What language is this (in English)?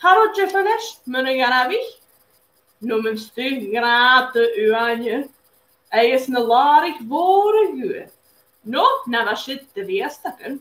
Scottish Gaelic